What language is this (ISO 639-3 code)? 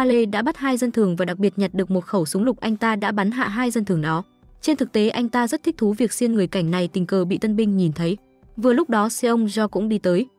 vie